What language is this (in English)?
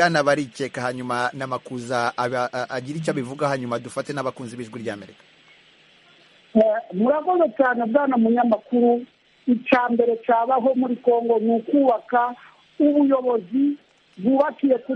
Kinyarwanda